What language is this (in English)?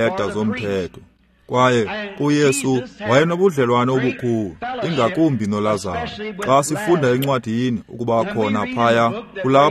Xhosa